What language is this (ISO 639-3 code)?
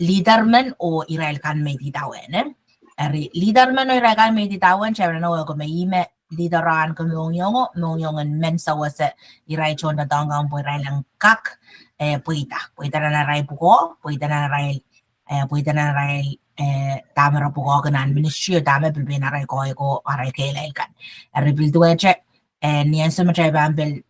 pon